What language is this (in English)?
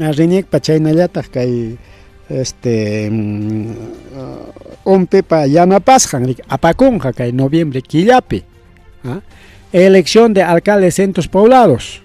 Ayacucho Quechua